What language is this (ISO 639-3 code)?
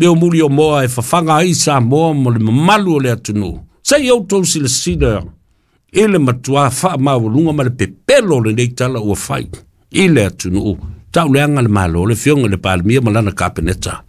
smo